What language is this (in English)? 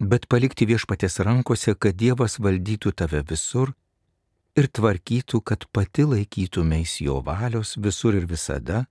Lithuanian